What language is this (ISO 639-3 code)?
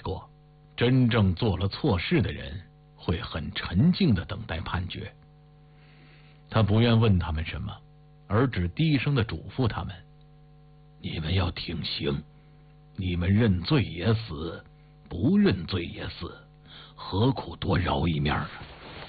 zho